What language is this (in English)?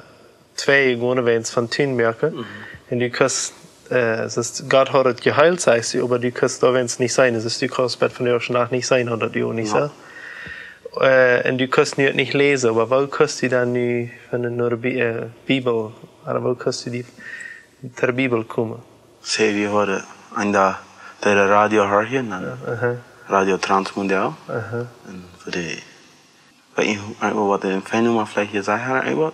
Plautdietsch